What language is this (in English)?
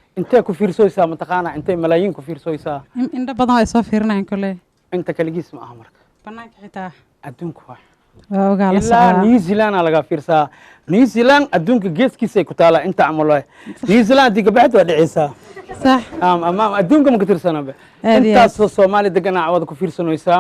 Somali